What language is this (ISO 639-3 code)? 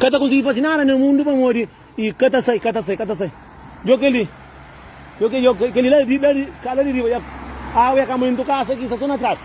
kea